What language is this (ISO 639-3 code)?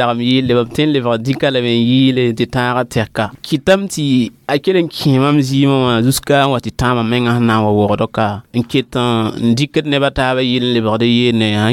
mos